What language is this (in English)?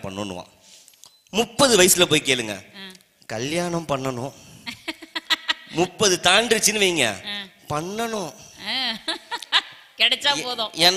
Tamil